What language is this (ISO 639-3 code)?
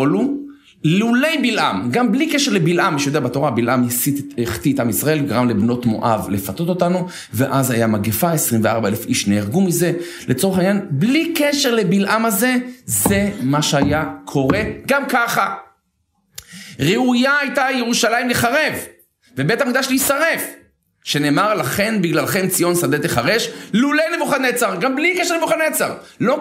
heb